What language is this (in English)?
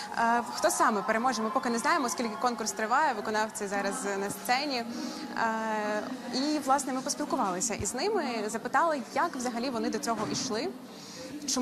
Ukrainian